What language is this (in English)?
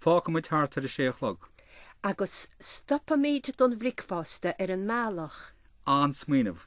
Irish